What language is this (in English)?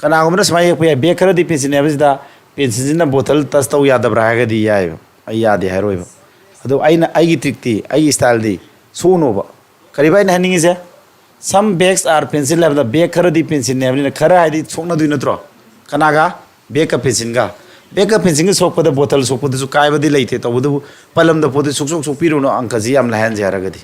Manipuri